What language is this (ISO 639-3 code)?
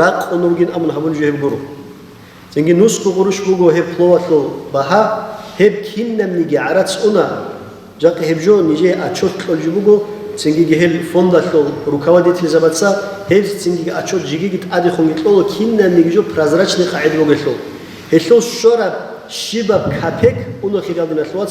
ava